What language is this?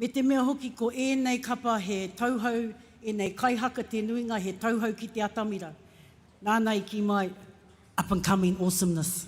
Māori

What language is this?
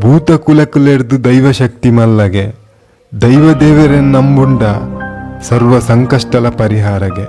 Tulu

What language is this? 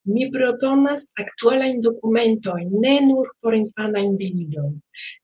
Esperanto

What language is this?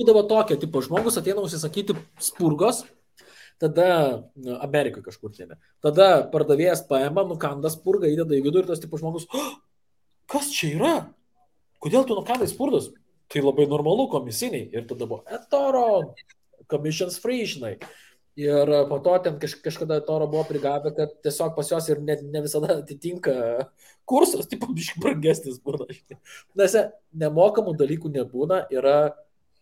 Lithuanian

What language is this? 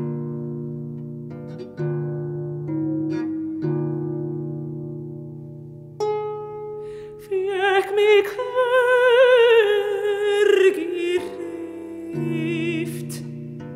Icelandic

